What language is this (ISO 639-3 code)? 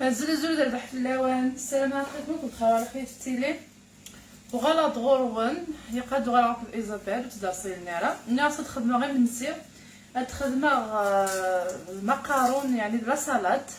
kab